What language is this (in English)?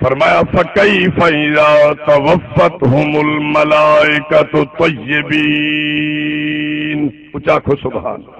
Saraiki